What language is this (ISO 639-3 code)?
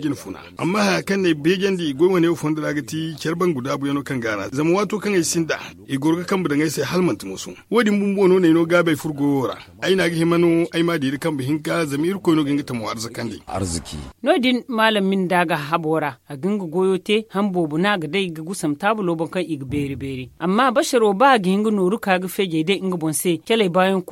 dje